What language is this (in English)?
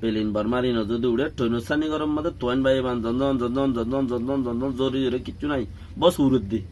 Rohingya